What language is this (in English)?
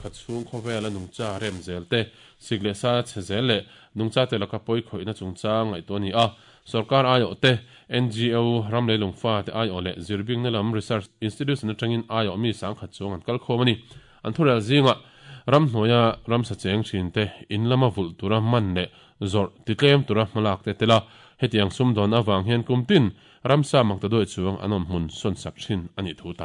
Mizo